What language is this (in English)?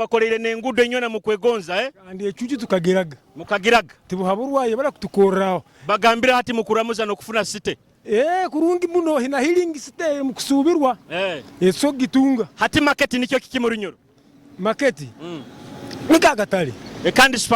Nyoro